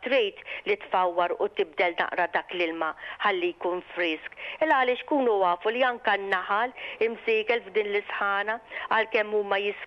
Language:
Maltese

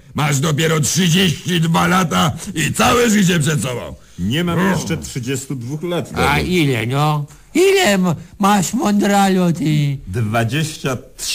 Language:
Polish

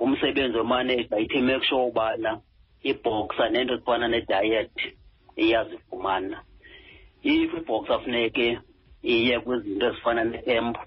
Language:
Xhosa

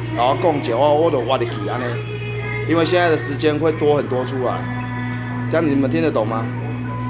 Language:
Chinese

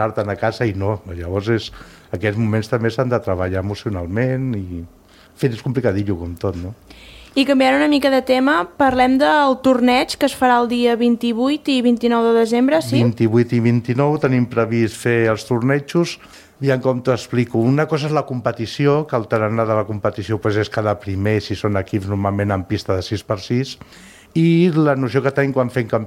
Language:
Catalan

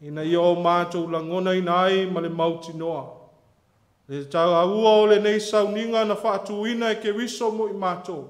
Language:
Samoan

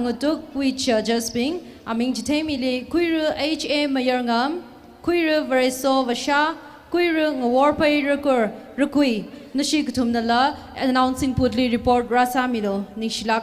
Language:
Tangkhul Naga (India)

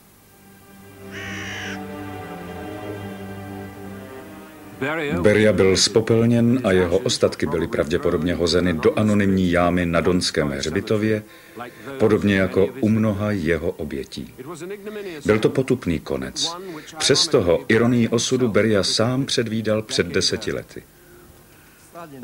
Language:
Czech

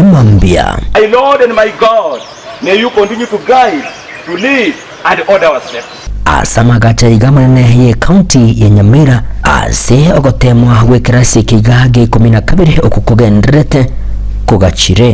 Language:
Gusii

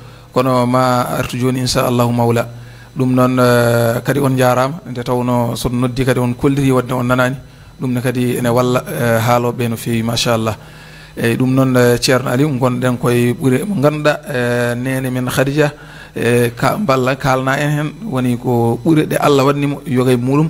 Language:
Fula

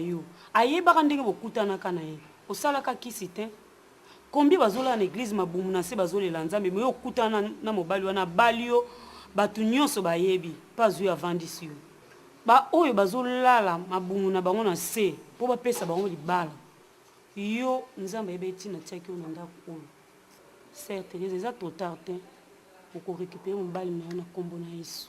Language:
Lingala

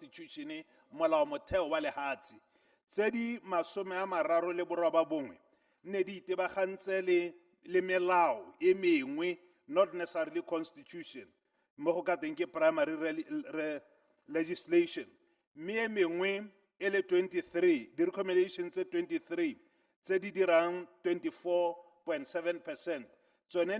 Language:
Tswana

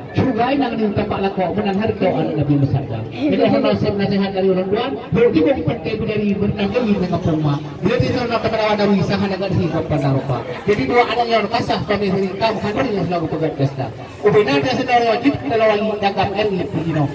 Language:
Achinese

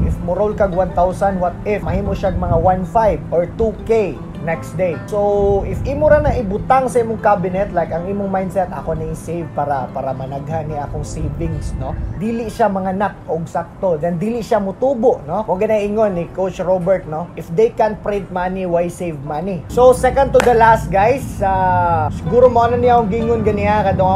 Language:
Cebuano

